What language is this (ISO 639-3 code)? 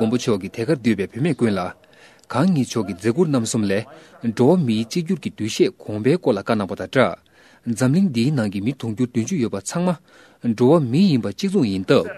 bod